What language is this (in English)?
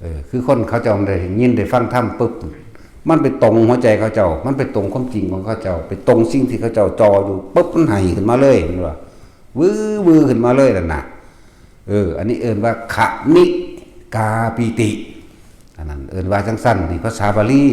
Northeastern Thai